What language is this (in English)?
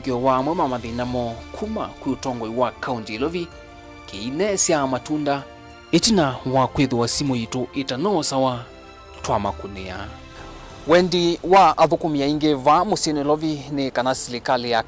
Kamba